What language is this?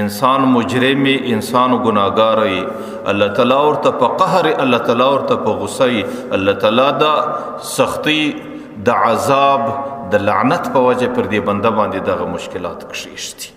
Pashto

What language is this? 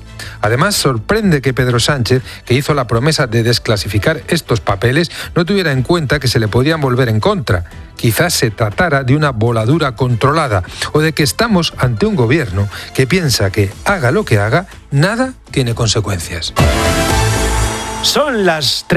Spanish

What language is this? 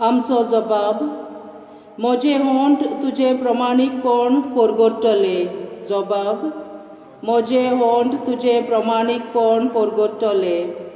Konkani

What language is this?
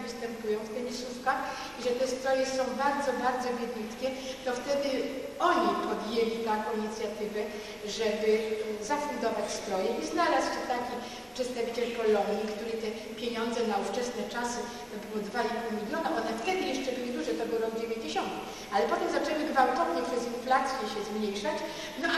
Polish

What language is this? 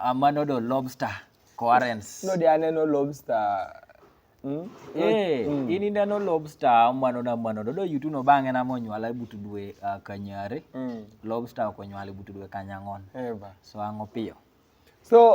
Kumam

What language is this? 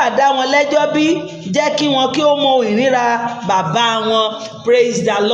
Yoruba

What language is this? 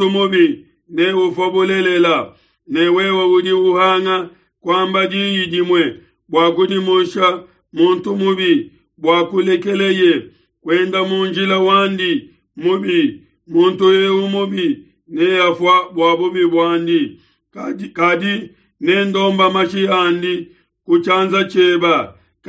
Luba-Lulua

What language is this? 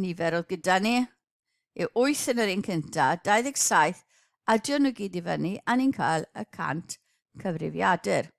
Welsh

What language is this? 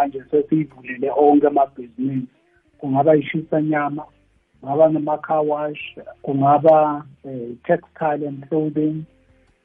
South Ndebele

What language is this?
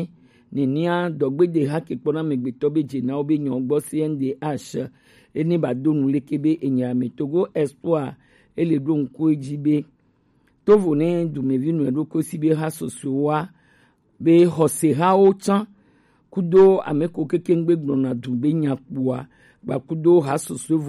Gen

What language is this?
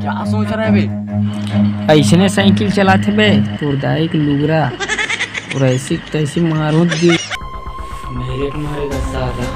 Chhattisgarhi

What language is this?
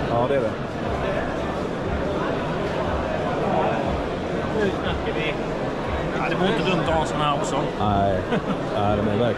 Swedish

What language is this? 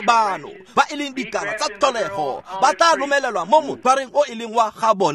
Tswana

